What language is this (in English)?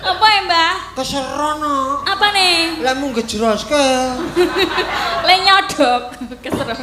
Javanese